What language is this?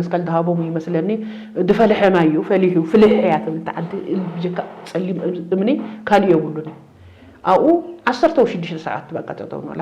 Tigrinya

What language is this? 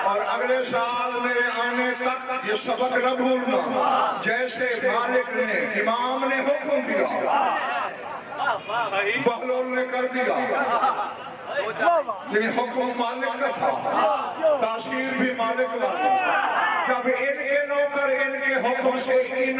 Urdu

